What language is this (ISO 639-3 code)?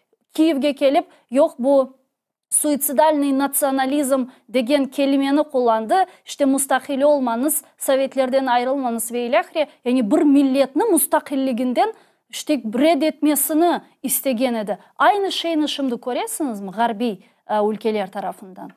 crh